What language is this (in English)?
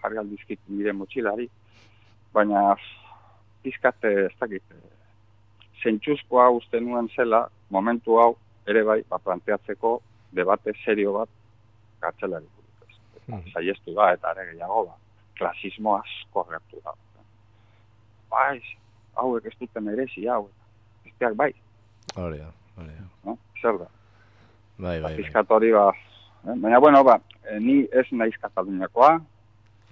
Basque